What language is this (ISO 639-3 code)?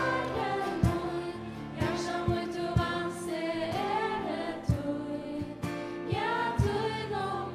fao